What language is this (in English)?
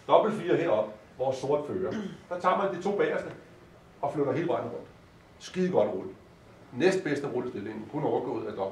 Danish